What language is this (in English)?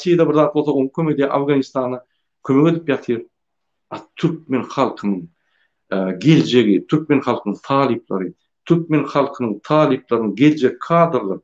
Turkmen